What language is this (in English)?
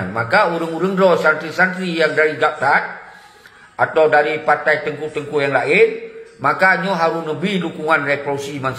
Achinese